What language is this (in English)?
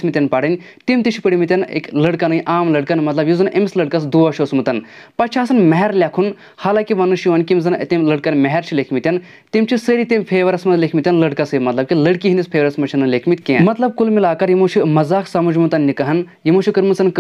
Kashmiri